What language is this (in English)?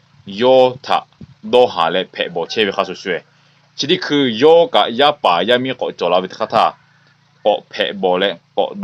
Lahu